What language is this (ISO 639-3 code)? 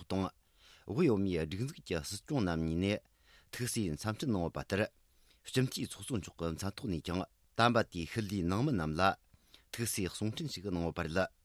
bod